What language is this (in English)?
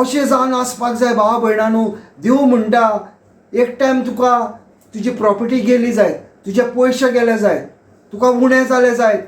Konkani